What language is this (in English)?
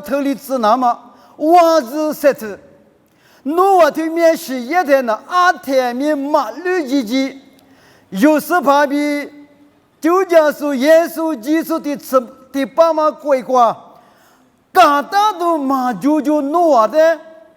Lisu